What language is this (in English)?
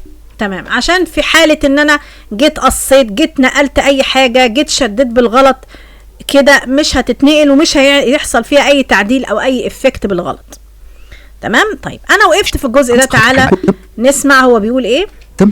Egyptian Arabic